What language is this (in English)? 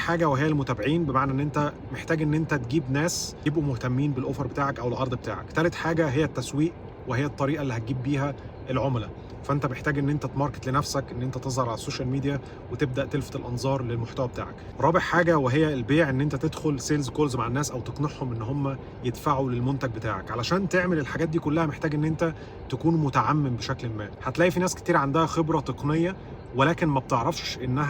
Egyptian Arabic